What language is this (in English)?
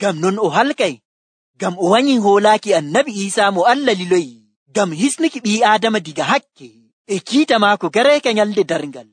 Nigerian Fulfulde